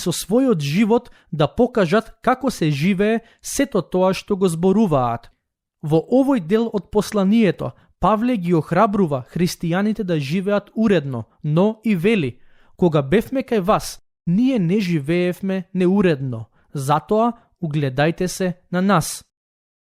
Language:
Macedonian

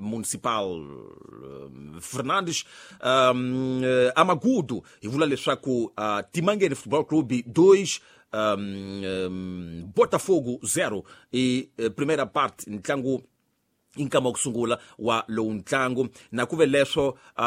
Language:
Tsonga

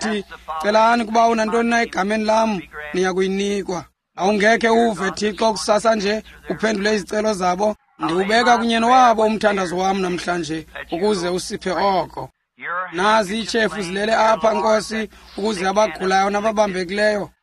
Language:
Xhosa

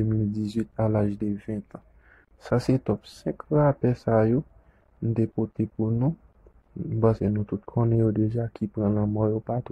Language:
Haitian Creole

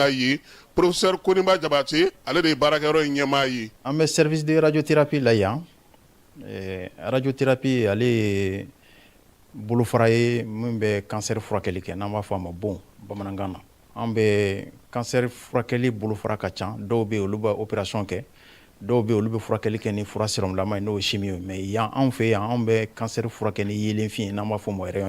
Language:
Bambara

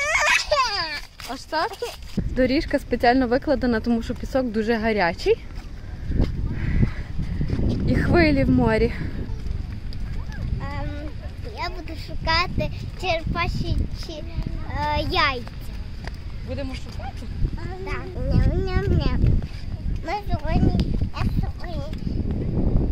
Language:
Ukrainian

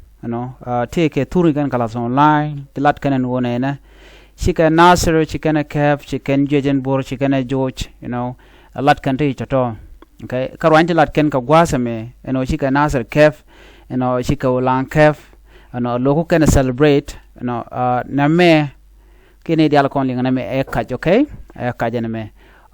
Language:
Nuer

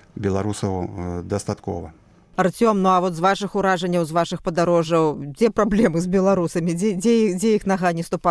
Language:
Belarusian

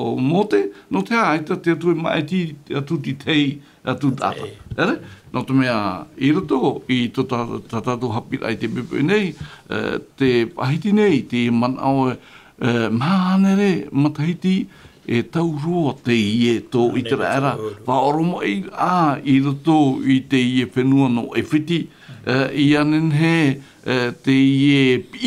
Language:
Tahitian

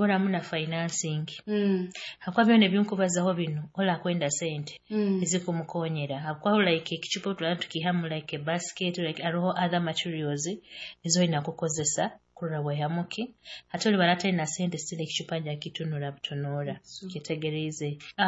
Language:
Nyoro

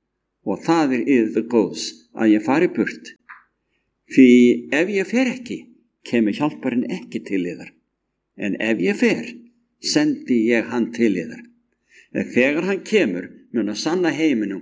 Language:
Icelandic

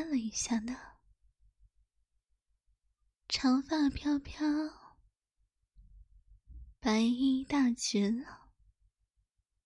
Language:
Chinese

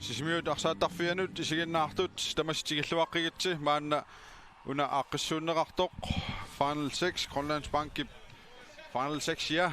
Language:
Kalaallisut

